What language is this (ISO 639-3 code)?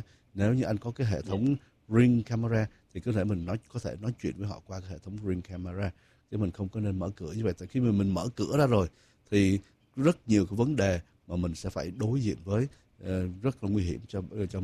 vie